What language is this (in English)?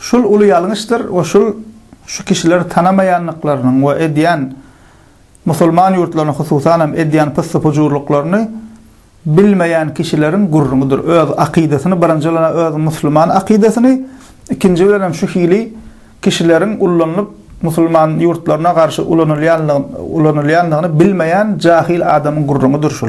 Turkmen